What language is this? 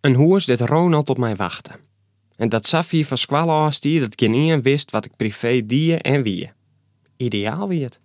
Western Frisian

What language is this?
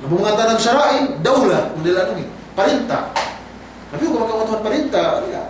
Yakan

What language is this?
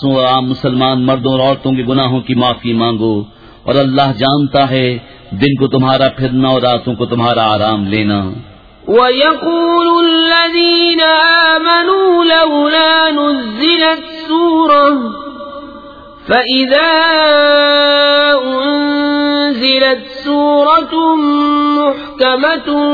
Urdu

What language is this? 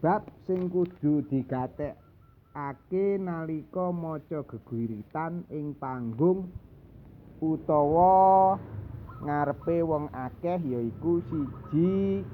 Javanese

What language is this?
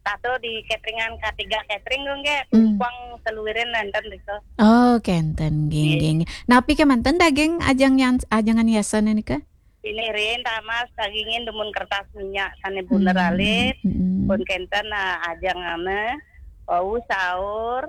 Balinese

